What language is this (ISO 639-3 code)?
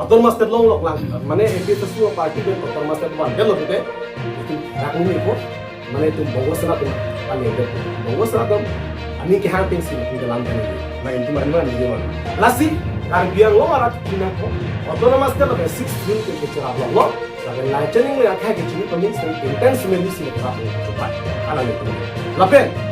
mjw